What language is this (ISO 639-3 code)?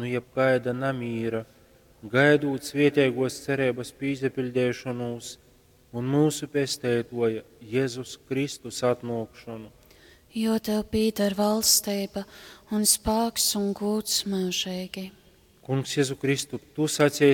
ltg